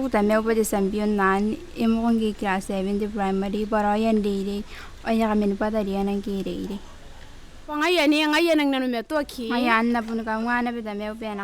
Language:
Gilbertese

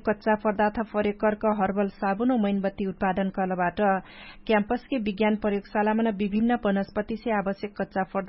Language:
Dangaura Tharu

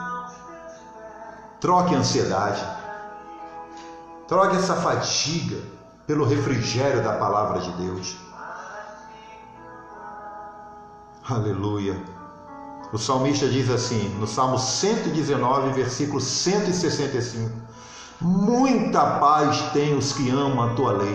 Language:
Portuguese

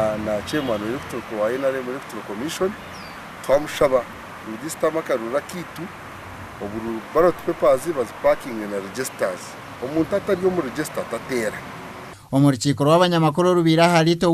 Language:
Nyankole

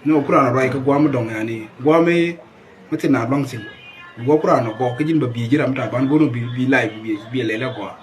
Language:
Nuer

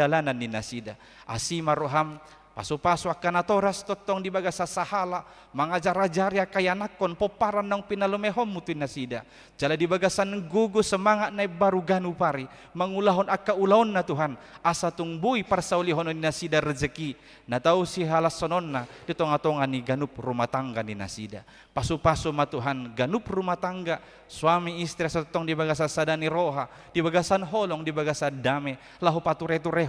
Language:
Batak Toba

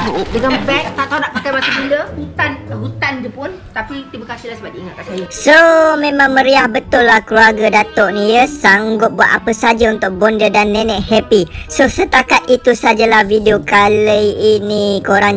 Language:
Malay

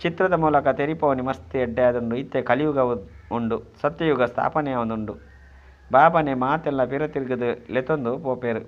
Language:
Tulu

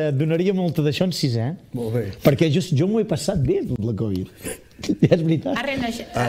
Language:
Catalan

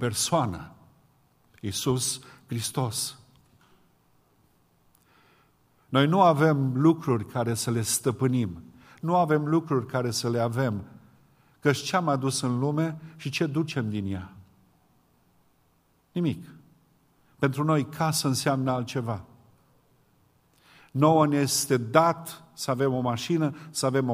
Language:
Romanian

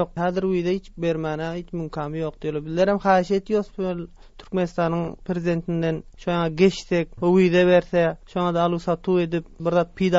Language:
Turkmen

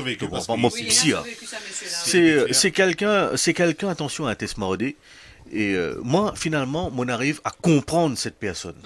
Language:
Morisyen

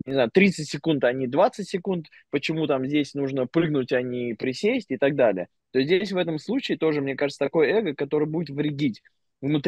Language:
Russian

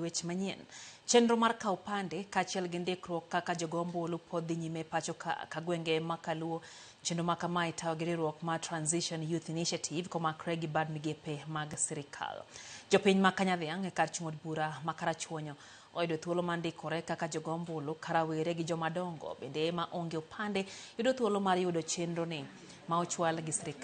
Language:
Luo (Kenya and Tanzania)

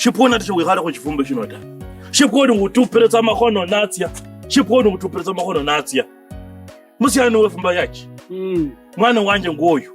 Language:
Kabras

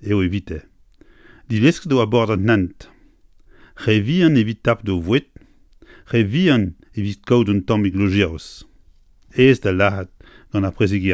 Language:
Breton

